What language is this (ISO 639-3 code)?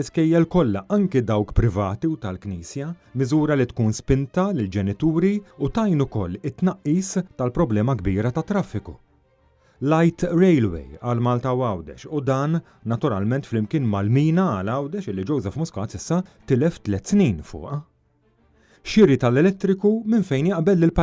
mlt